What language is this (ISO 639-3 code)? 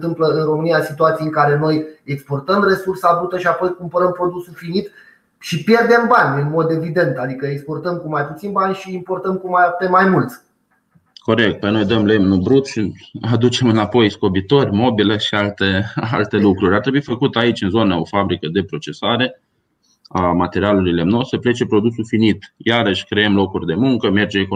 ron